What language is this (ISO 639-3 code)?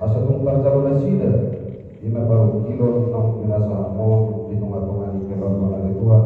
bbc